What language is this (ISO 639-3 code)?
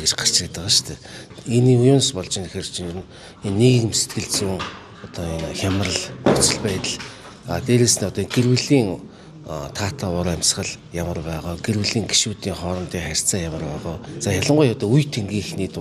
mon